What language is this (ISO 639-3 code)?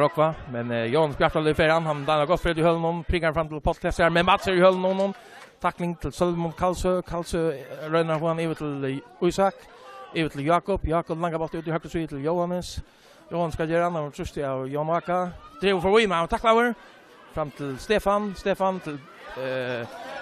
fao